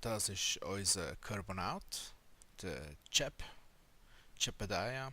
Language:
Swiss German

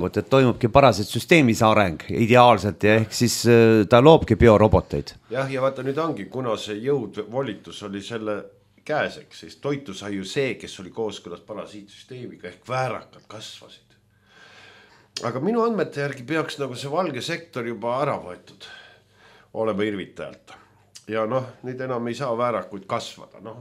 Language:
Estonian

